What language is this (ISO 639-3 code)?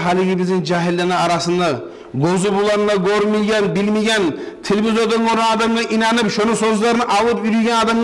kum